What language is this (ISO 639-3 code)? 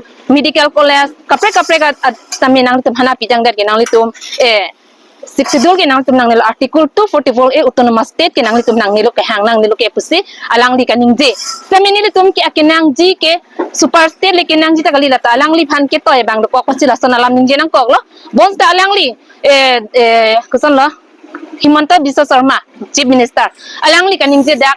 mjw